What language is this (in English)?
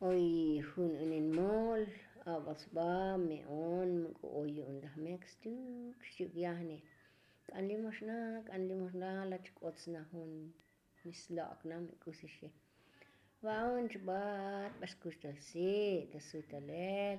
Tzotzil